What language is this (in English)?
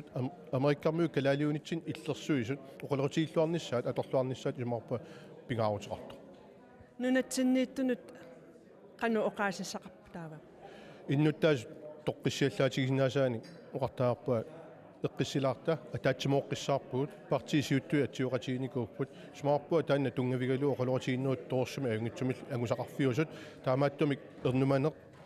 Kalaallisut